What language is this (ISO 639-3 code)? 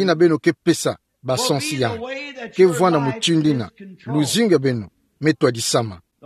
ktu